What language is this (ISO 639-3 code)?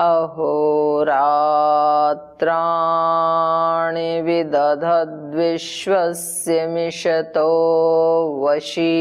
san